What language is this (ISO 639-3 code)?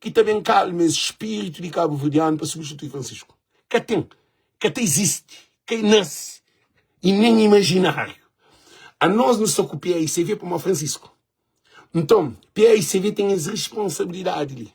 kea